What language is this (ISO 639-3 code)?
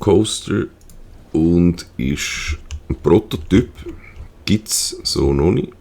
gsw